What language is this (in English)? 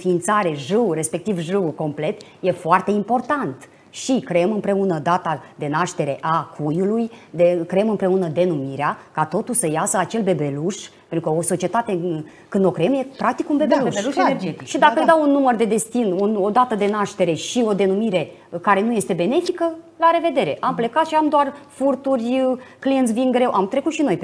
Romanian